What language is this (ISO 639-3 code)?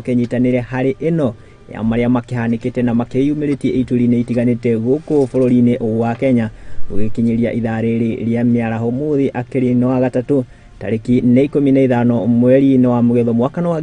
kik